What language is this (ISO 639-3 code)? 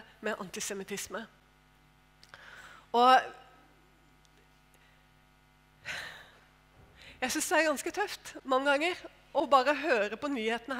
nor